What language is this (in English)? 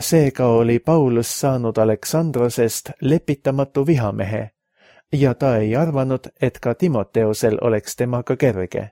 Estonian